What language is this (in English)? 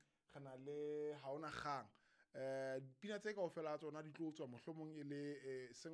Southern Sotho